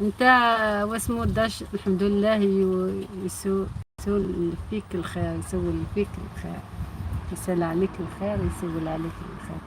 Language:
Algerian Arabic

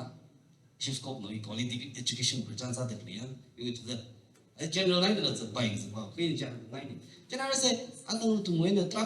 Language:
Tangkhul Naga (India)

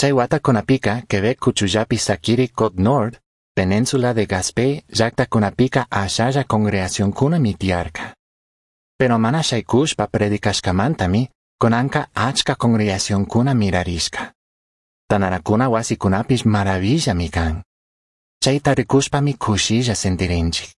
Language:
Chimborazo Highland Quichua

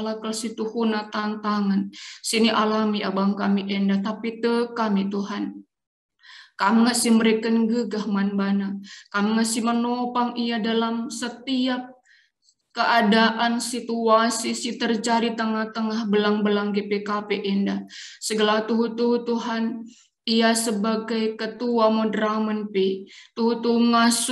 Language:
Batak Karo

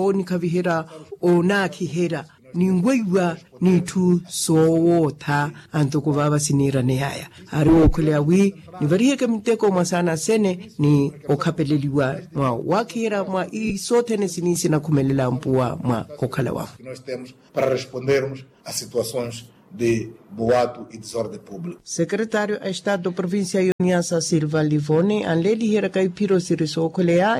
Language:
Makhuwa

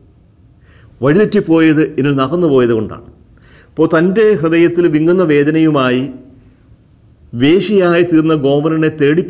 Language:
Malayalam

